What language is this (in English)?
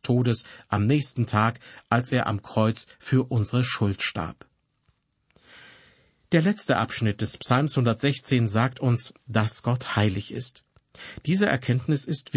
German